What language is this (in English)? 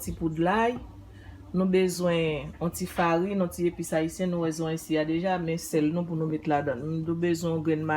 Haitian Creole